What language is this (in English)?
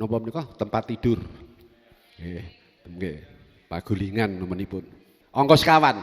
Javanese